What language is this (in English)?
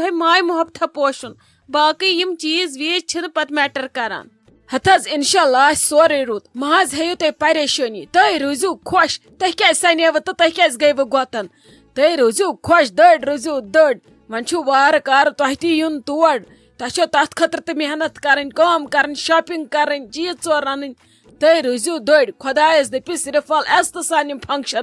Kashmiri